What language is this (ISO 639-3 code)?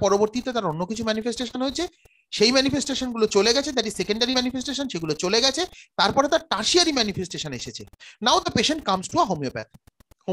ben